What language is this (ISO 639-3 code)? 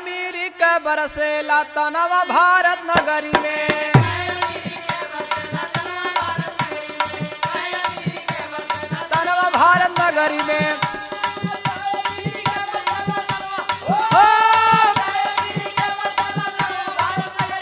bho